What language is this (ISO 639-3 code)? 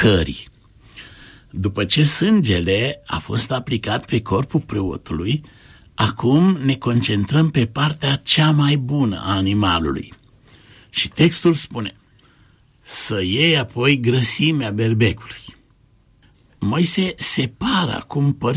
ron